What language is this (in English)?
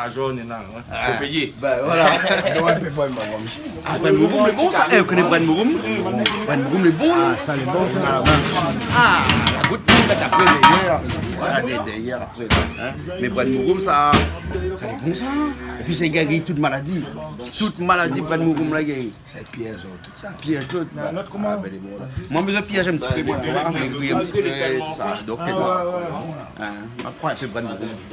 Réunion Creole French